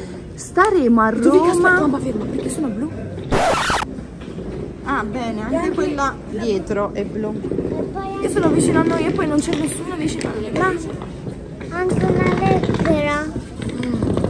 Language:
Italian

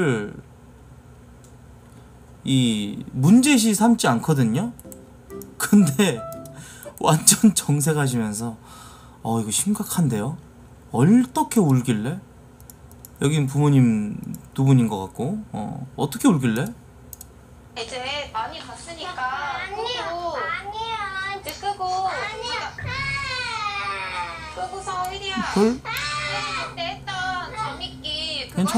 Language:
Korean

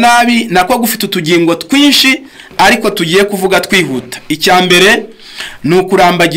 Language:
Kinyarwanda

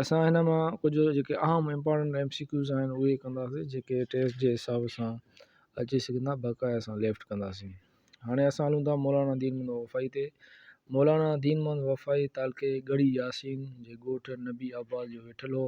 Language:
Sindhi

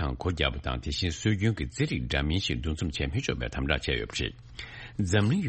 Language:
Tibetan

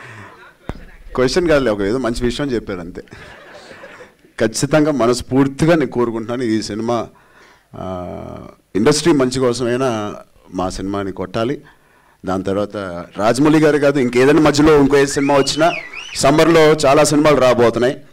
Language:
Telugu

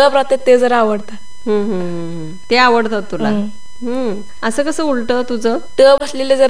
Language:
Marathi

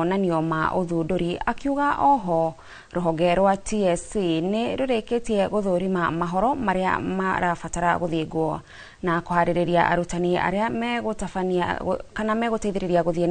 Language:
Kikuyu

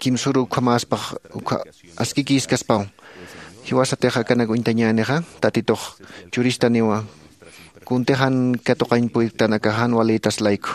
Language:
Aymara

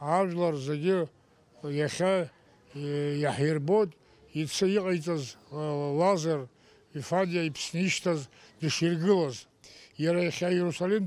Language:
Abkhazian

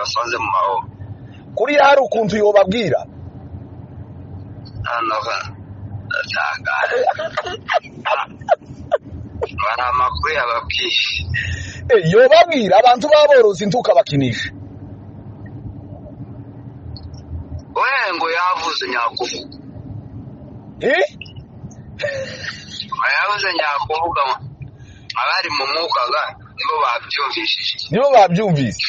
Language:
Kinyarwanda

